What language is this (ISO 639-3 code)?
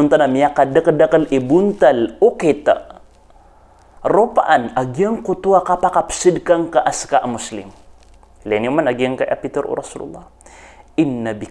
mrw